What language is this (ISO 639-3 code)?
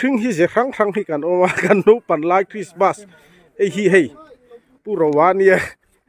lus